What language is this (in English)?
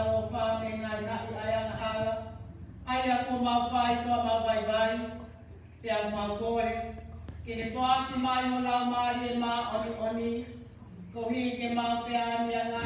Tongan